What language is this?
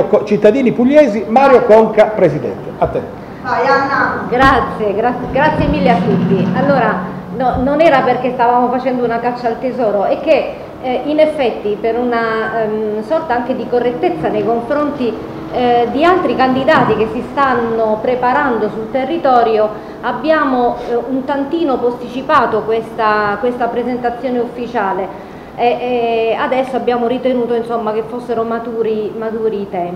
Italian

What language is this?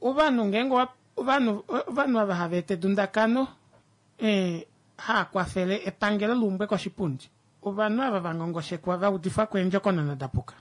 Kuanyama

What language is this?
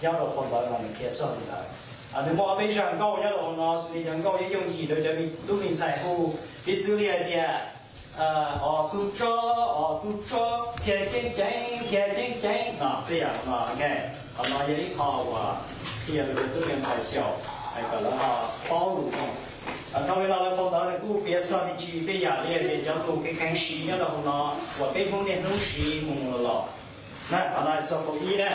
Hmong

